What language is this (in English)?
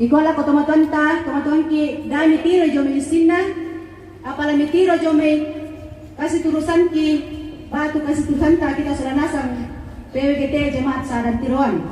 Toraja-Sa'dan